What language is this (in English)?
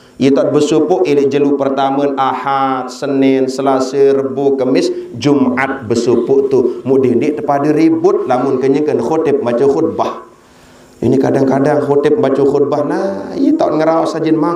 Sasak